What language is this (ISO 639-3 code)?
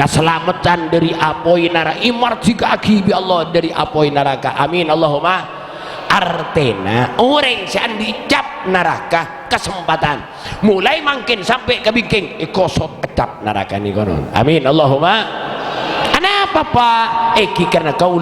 mad